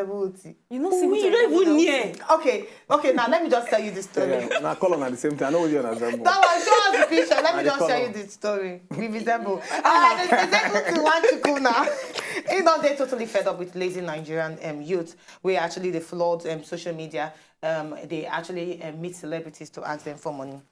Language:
Nigerian Pidgin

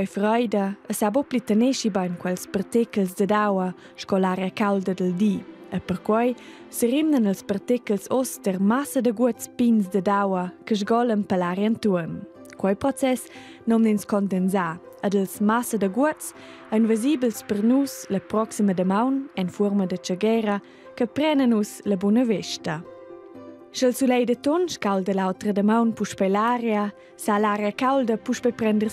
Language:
Romansh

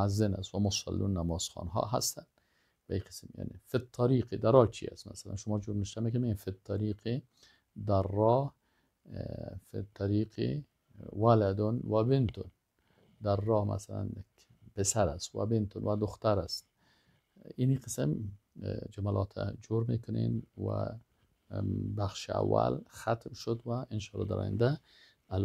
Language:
Persian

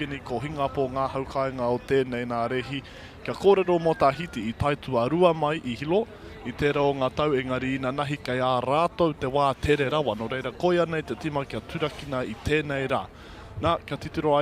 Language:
Māori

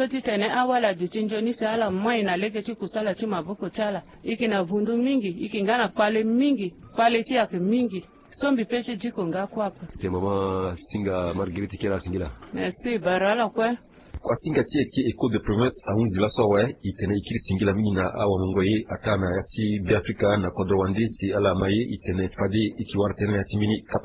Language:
Sango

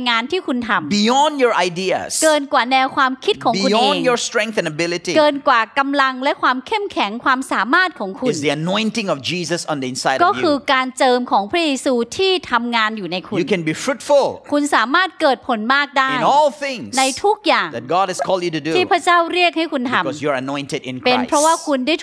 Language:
Thai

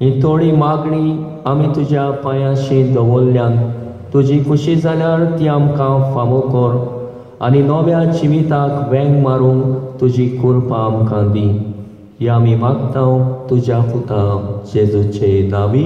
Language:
Konkani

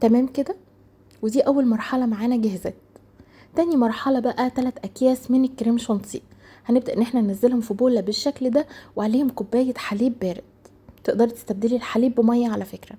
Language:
Egyptian Arabic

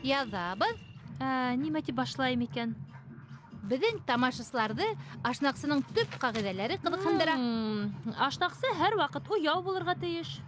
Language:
Bashkir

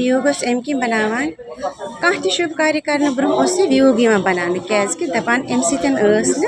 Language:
Kashmiri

